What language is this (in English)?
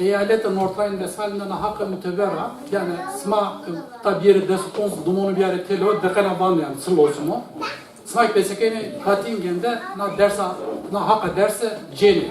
Zaza